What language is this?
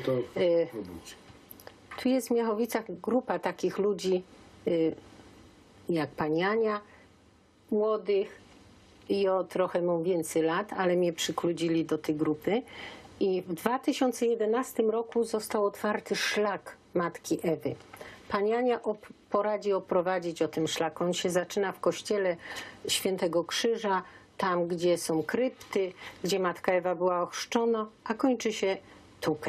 Silesian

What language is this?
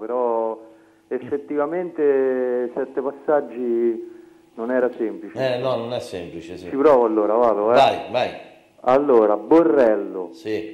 Italian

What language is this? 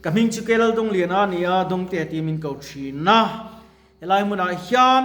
Mizo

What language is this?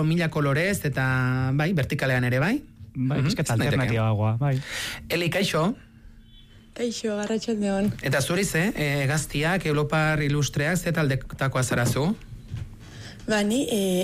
Basque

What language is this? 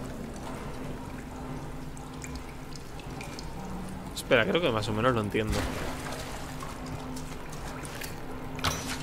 Spanish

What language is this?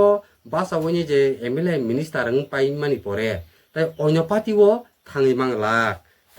Kok Borok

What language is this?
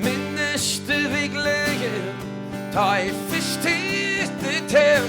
Faroese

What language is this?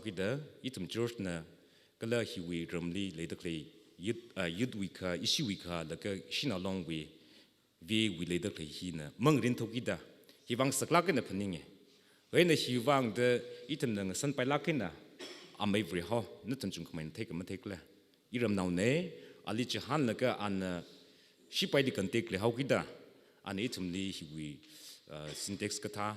Tangkhul Naga (India)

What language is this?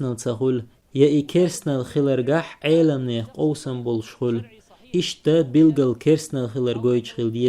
Chechen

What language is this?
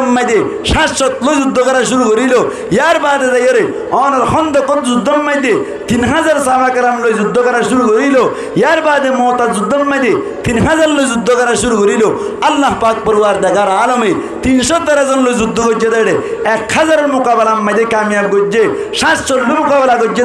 Rohingya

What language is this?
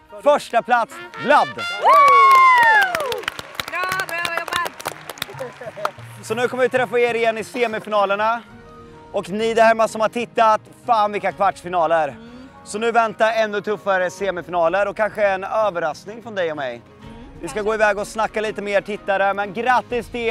Swedish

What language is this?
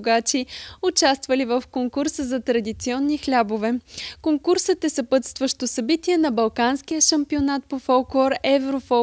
Bulgarian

